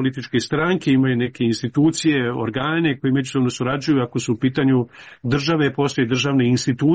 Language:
Croatian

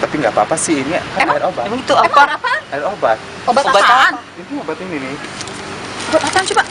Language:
Betawi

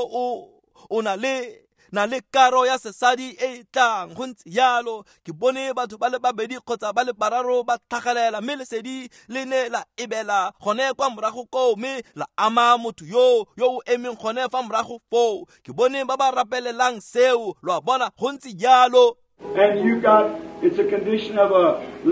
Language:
Tswana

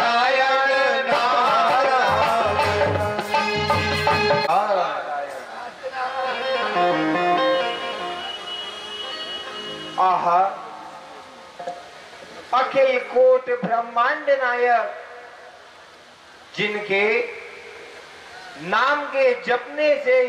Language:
Hindi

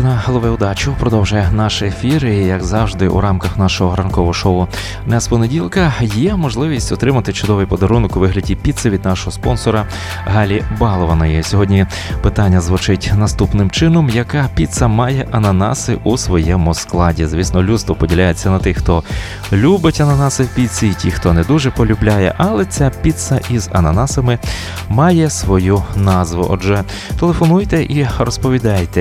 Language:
Ukrainian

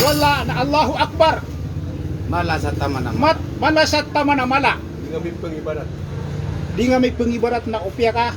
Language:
Maranao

